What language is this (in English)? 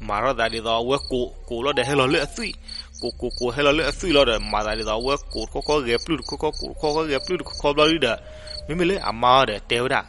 S'gaw Karen